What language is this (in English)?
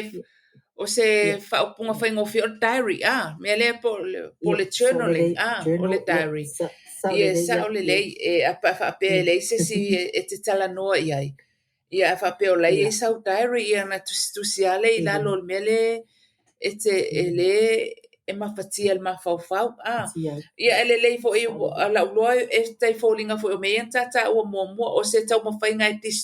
Samoan